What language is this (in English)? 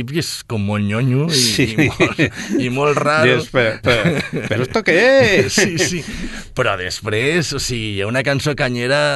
Catalan